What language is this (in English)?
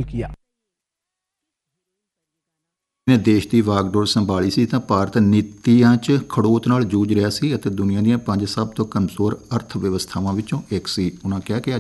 Punjabi